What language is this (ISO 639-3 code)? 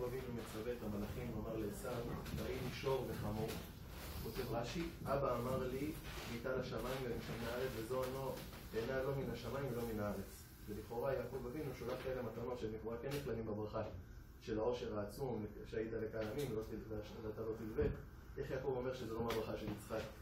heb